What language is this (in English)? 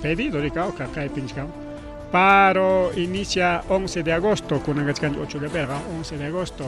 Ayacucho Quechua